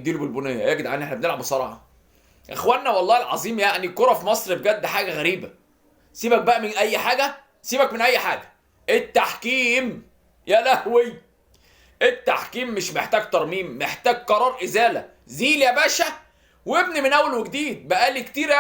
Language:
Egyptian Arabic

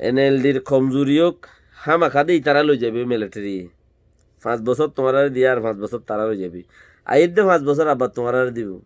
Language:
Rohingya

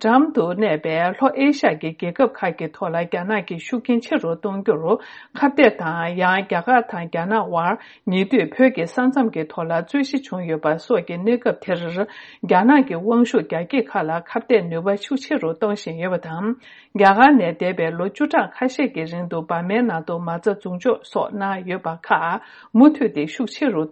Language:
Tibetan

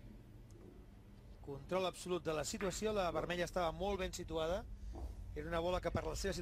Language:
Catalan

